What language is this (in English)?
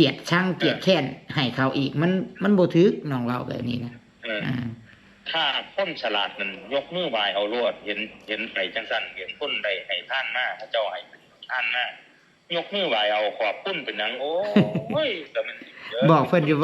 Northeastern Thai